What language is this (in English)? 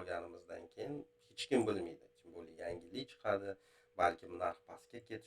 Uzbek